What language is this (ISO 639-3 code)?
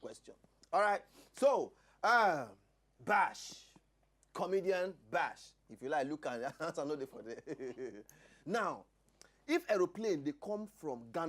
pcm